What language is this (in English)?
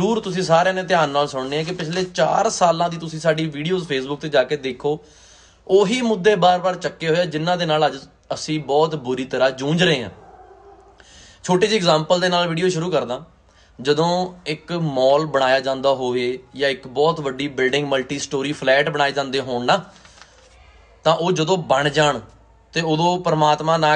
Punjabi